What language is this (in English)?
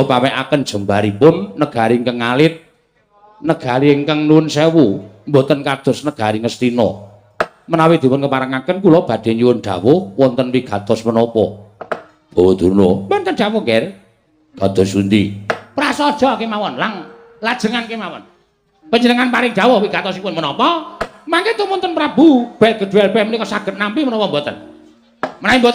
Javanese